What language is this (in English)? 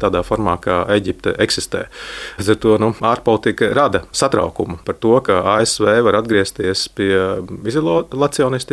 Latvian